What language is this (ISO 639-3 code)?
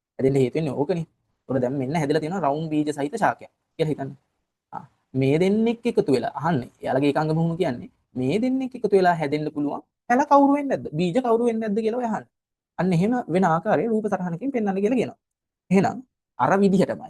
sin